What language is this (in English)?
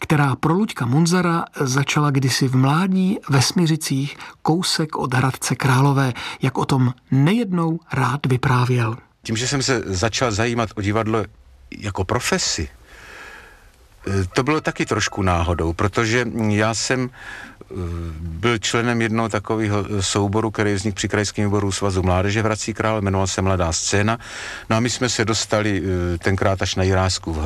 Czech